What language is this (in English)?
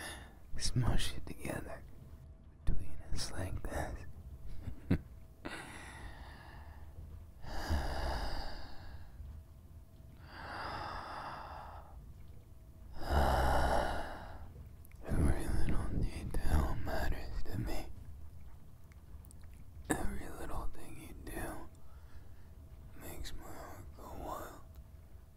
English